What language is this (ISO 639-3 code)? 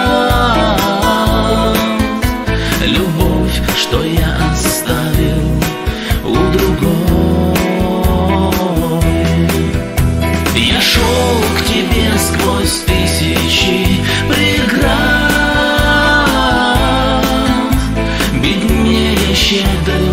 rus